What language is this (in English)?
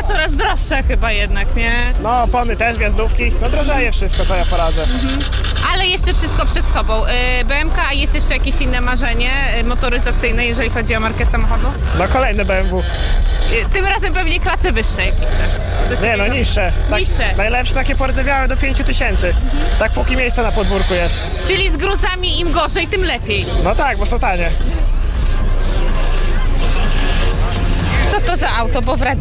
Polish